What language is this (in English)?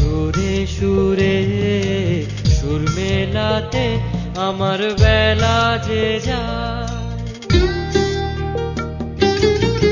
Bangla